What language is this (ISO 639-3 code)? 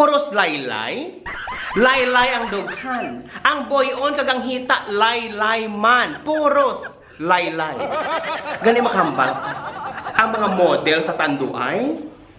hil